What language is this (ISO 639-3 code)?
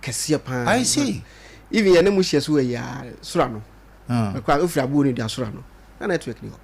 aka